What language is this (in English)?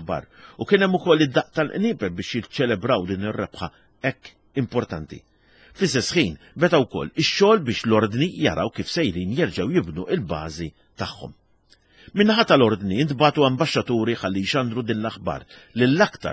Maltese